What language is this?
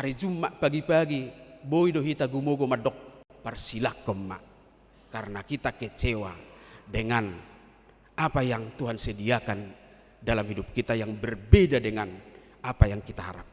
Batak Toba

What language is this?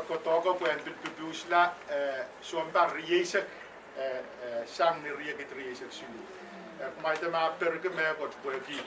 Pohnpeian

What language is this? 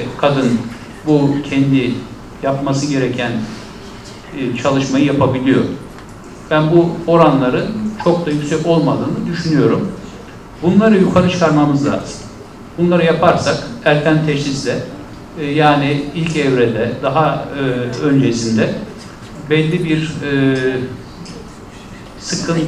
Turkish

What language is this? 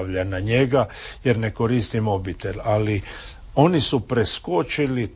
Croatian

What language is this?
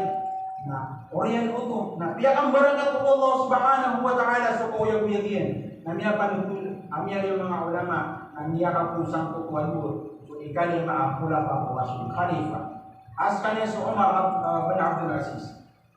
Maranao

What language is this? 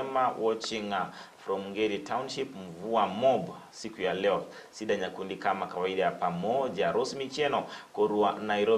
Gusii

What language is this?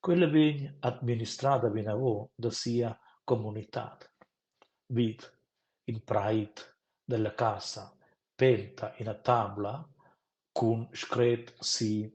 Romansh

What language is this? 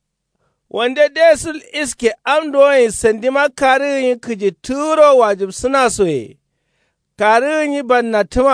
Kanuri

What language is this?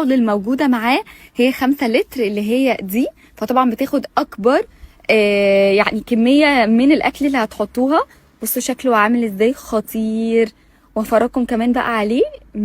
Egyptian Arabic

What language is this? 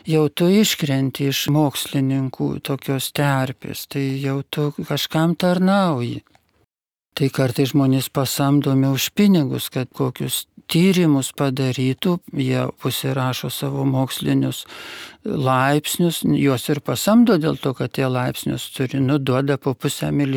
Lithuanian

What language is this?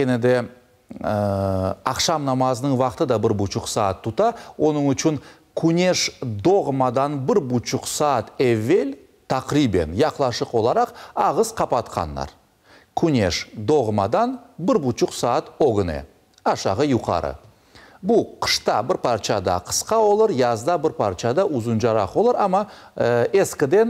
Crimean Tatar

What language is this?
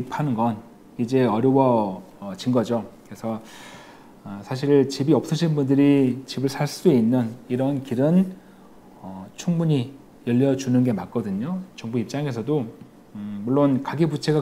Korean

